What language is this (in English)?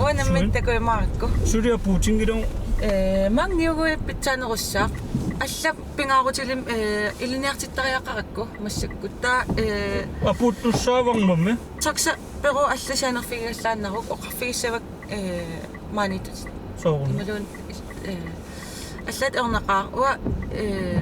Kalaallisut